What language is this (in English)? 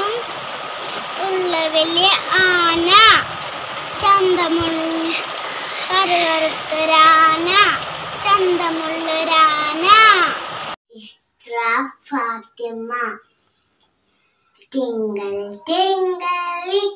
Malayalam